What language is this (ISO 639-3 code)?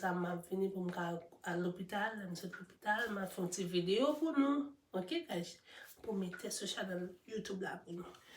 hat